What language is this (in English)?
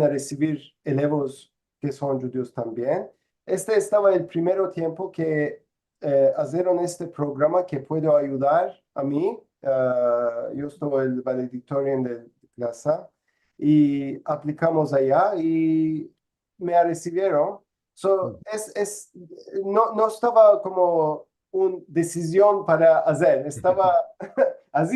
Ladino